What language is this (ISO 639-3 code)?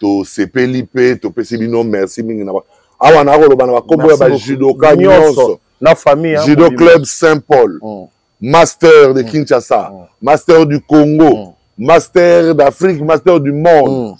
lin